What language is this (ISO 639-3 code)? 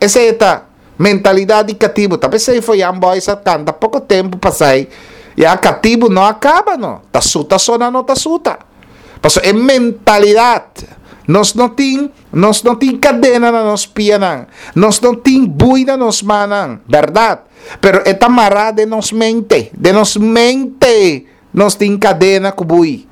pap